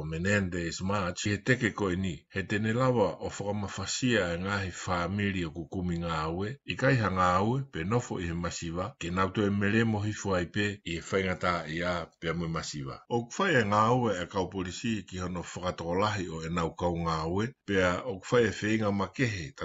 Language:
Tongan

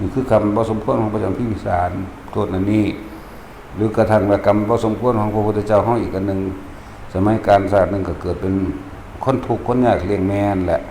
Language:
Northeastern Thai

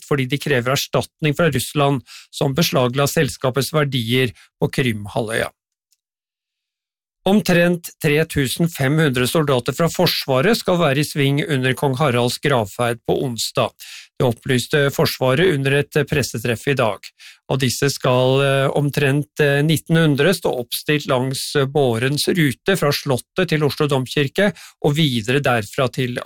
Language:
Norwegian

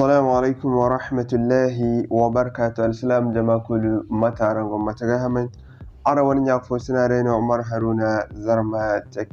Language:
Zarma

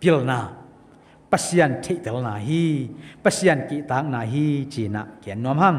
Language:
Tedim Chin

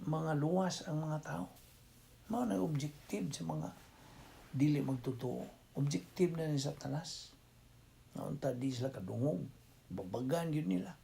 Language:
Cebuano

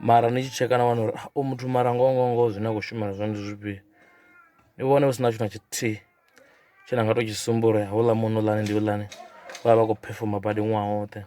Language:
Venda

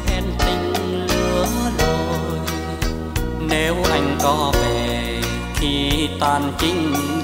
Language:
Vietnamese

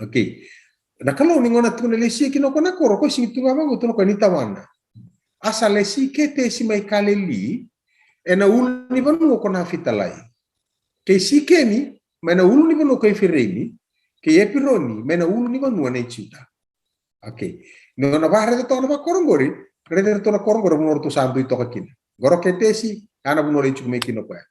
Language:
Fijian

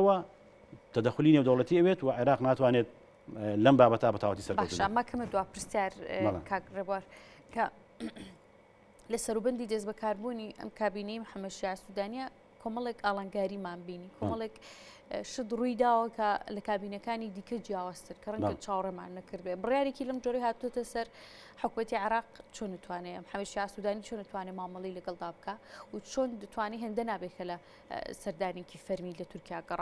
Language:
Central Kurdish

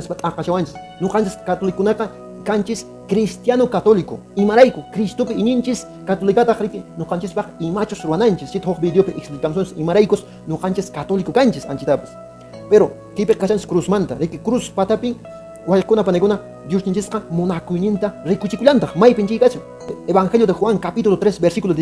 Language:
Quechua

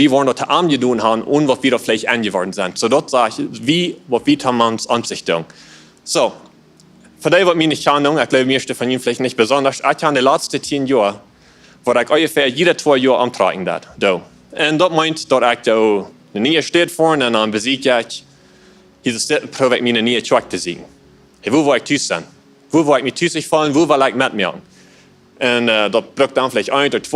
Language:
Plautdietsch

